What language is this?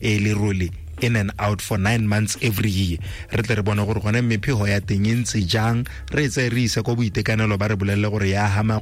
Tswana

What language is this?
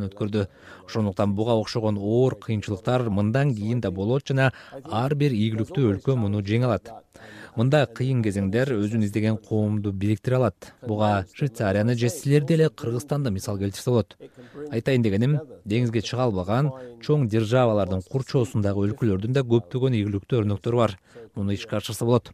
Kyrgyz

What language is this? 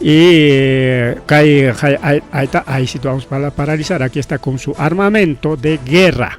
Ayacucho Quechua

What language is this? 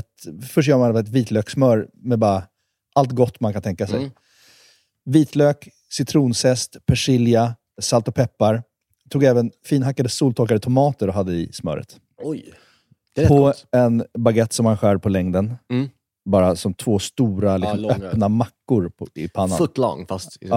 Swedish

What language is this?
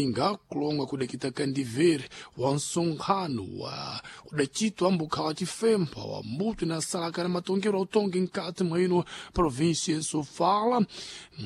Sena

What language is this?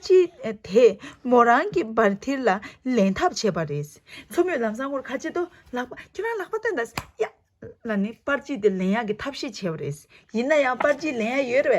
Tibetan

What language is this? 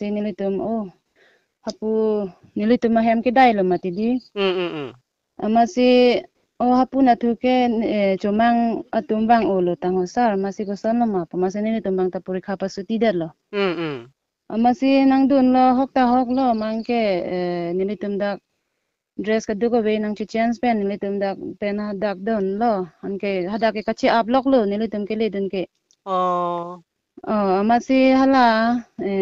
Karbi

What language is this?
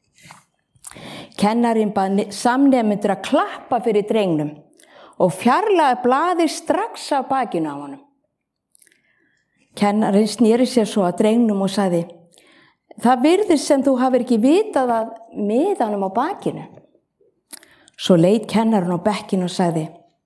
Icelandic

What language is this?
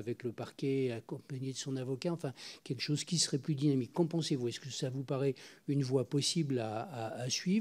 French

